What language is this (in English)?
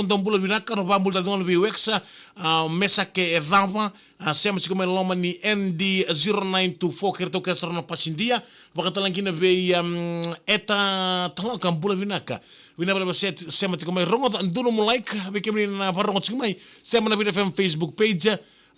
Fijian